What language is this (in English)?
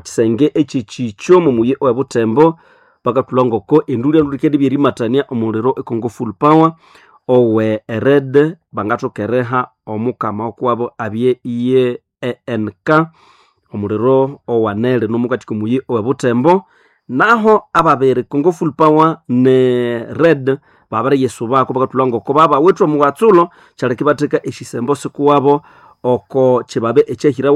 Nande